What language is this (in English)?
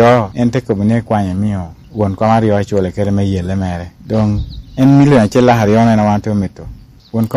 Lango (Uganda)